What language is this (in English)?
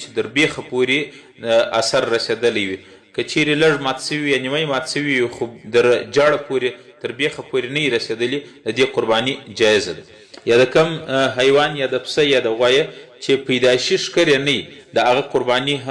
Pashto